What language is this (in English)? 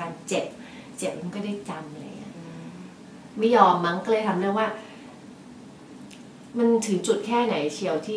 Thai